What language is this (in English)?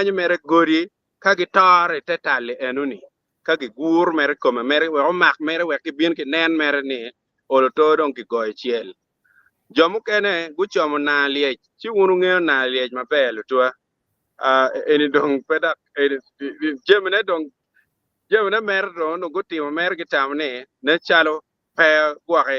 Acoli